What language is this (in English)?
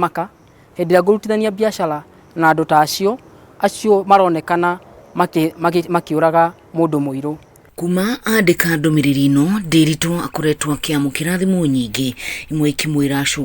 Kikuyu